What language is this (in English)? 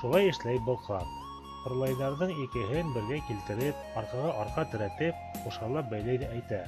Bashkir